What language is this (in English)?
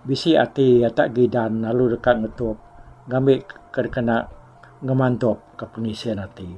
Iban